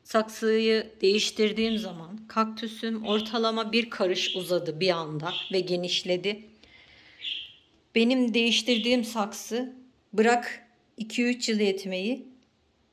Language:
Turkish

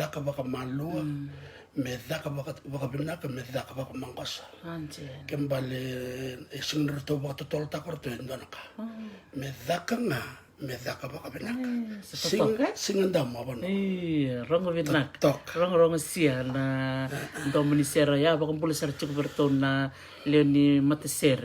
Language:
Fijian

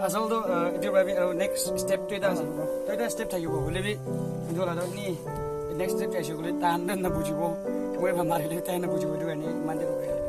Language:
Naga Pidgin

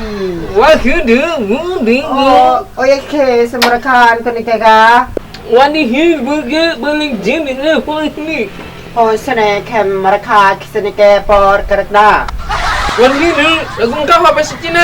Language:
Sasak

